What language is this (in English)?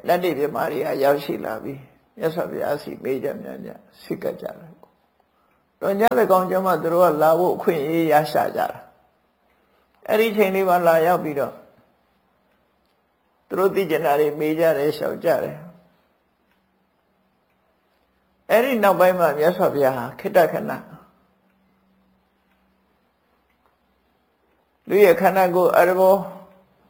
Burmese